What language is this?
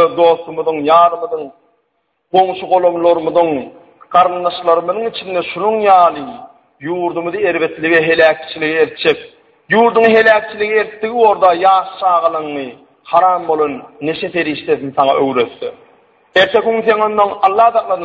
Turkmen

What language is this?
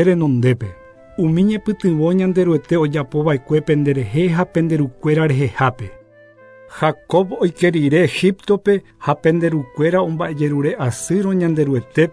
Guarani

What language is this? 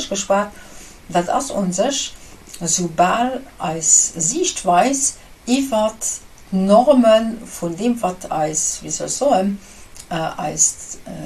Luxembourgish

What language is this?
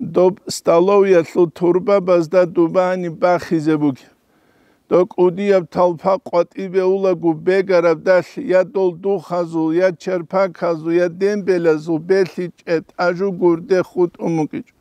Avaric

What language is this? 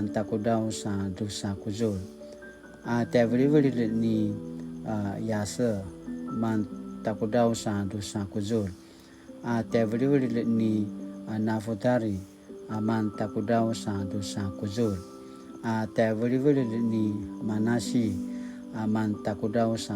Paiwan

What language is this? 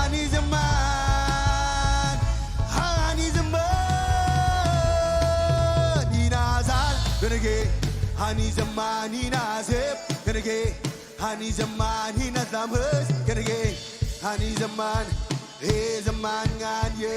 Marshallese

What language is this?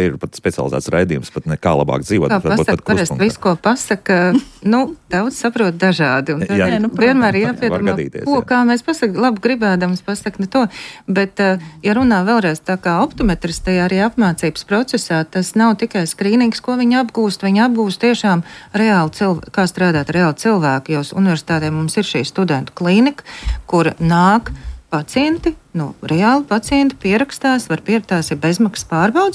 Latvian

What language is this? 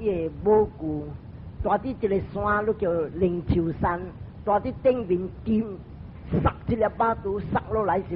Min Nan Chinese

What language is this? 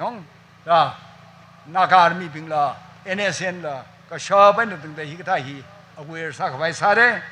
Tangkhul Naga (India)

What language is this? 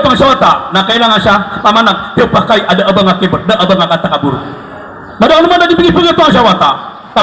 Maranao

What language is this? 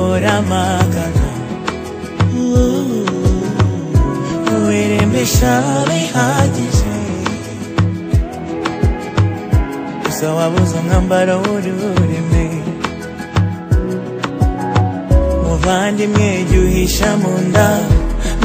Kinyarwanda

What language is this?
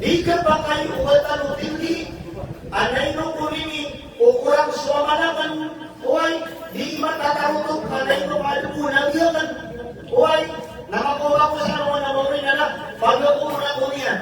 Maranao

